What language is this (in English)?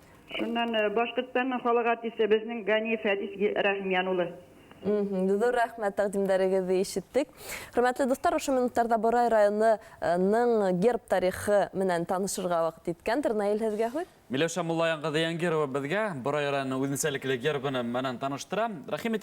Bashkir